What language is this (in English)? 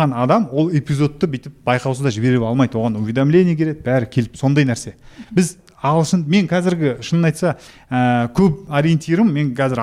Kazakh